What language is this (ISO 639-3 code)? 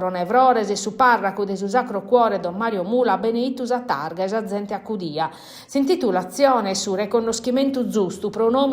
srd